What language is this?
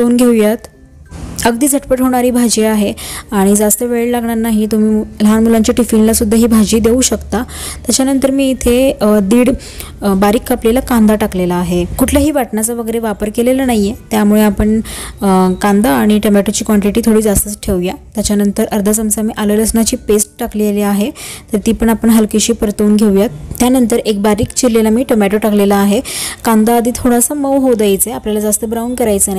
Marathi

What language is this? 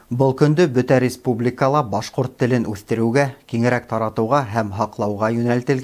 Bashkir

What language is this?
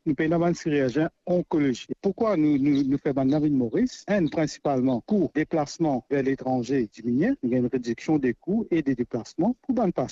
Morisyen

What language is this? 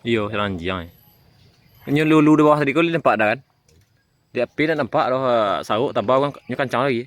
Minangkabau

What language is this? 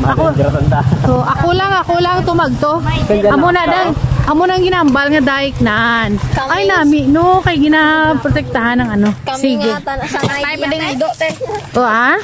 Hiligaynon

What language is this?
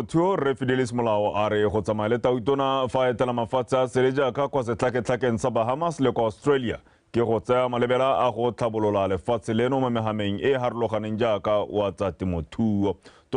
Tswana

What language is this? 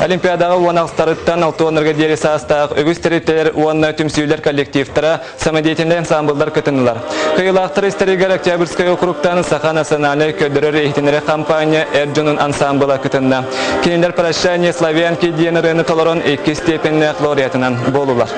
Yakut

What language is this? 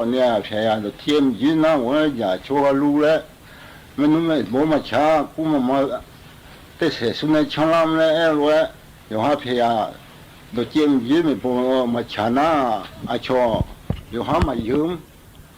Akha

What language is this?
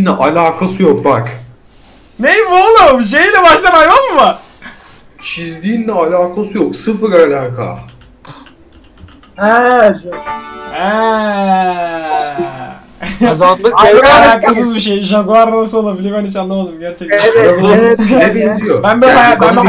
Turkish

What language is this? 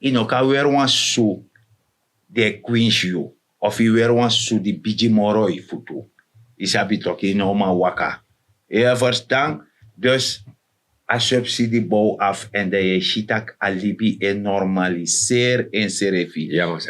Sranan Tongo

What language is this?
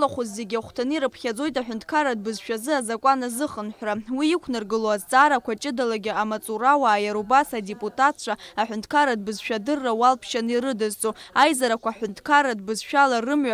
Abkhazian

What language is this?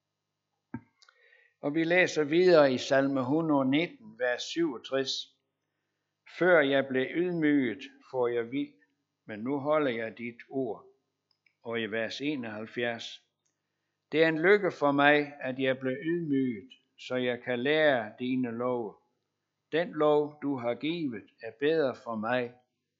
Danish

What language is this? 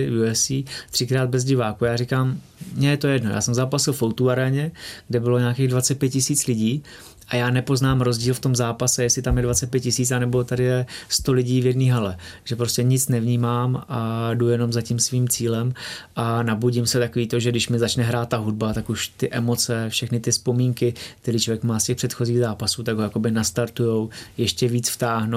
Czech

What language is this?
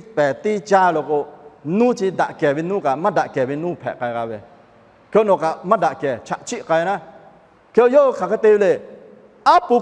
Lahu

